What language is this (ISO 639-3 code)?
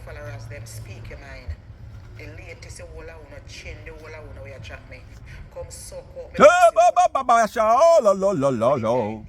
jam